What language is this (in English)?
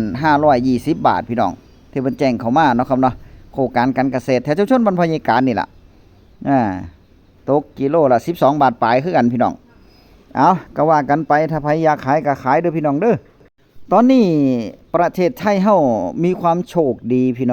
Northeastern Thai